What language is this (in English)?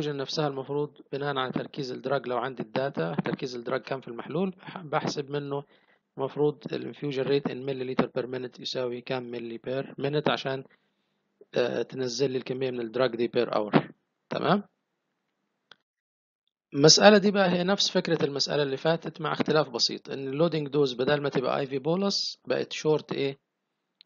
Egyptian Arabic